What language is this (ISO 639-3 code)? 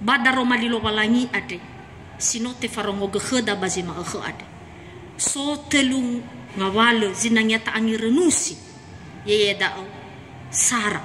nia